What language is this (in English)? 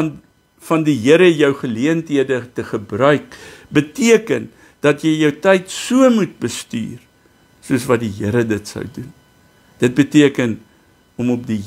Afrikaans